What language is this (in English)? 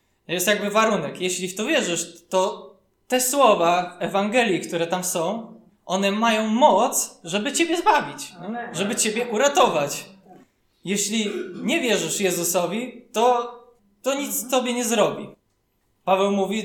Polish